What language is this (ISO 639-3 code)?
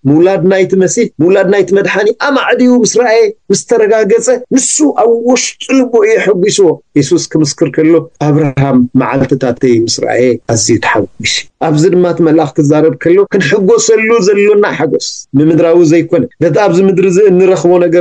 tir